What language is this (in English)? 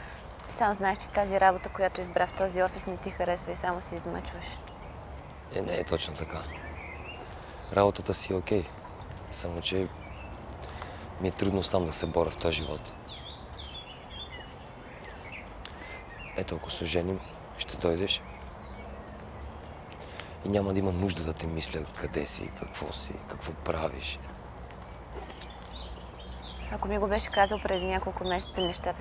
Bulgarian